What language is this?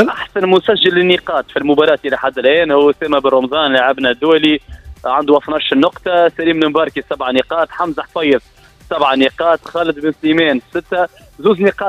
Tunisian Arabic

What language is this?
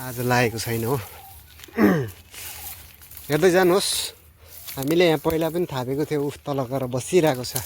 Nepali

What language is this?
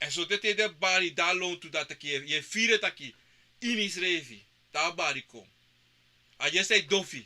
Sranan Tongo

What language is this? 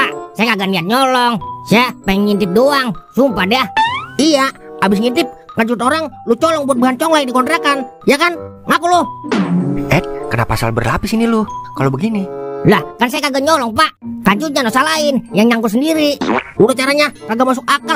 Betawi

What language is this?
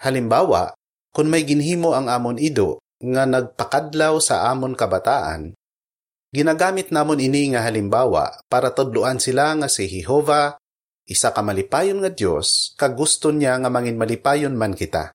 Hiligaynon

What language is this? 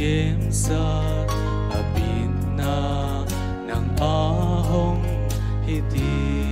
Tedim Chin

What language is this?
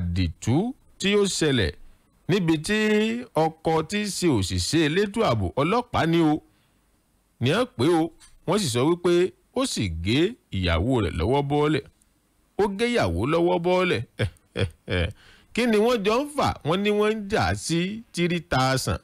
Yoruba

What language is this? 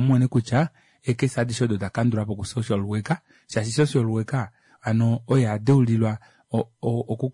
Kuanyama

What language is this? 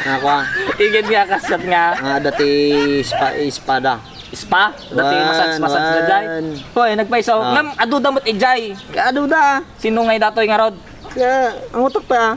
Iloko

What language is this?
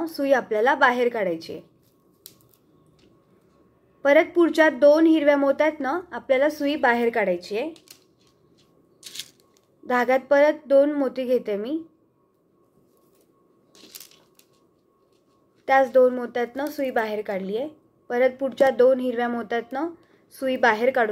Marathi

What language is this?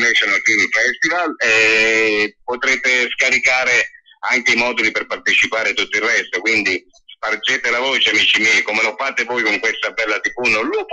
Italian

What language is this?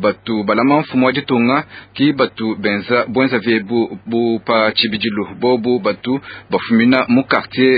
Luba-Lulua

